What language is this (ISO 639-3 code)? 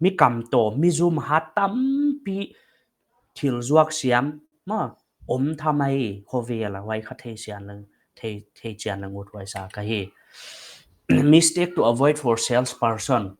pck